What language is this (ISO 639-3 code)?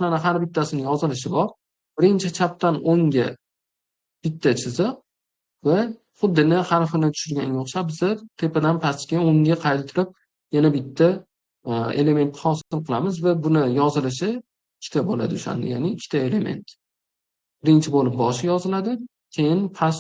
uzb